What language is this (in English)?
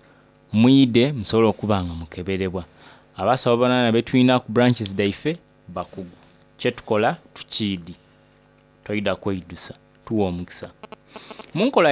Soga